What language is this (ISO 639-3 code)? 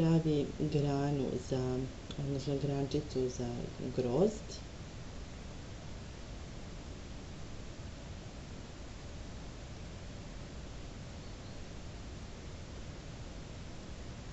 srp